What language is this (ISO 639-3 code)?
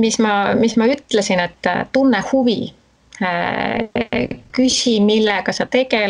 est